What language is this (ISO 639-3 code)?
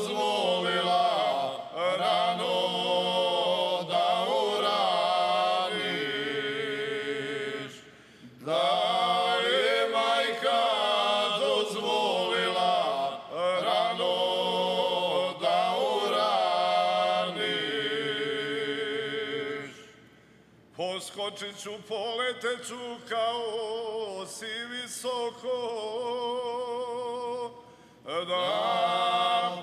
srp